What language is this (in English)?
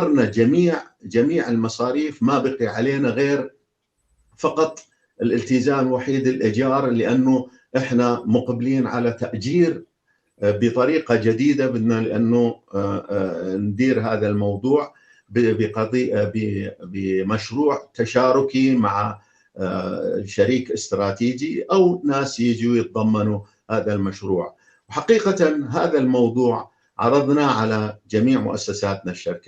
North Levantine Arabic